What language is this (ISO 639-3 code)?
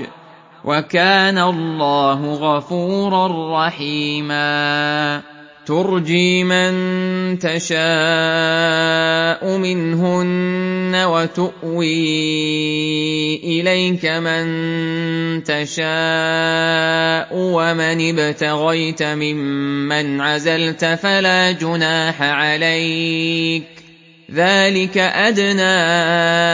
ara